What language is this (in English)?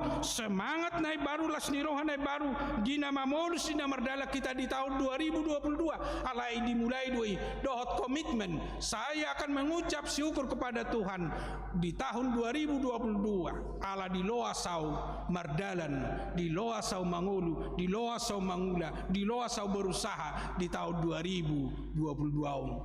Batak Toba